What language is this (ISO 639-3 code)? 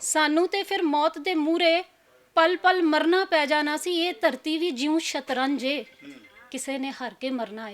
lah